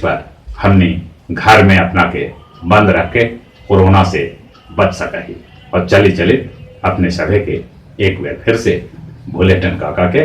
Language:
Magahi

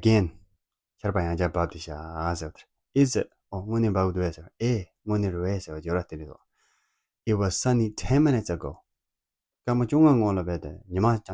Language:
Tibetan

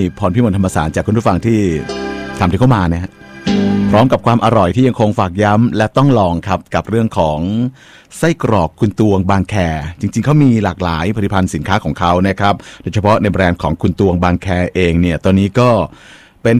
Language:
Thai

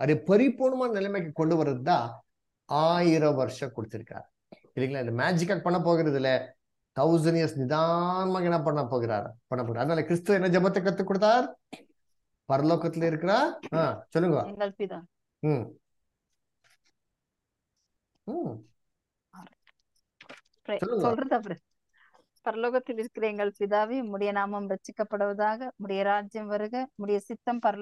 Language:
Tamil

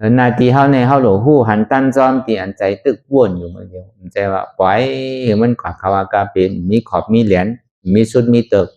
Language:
Shan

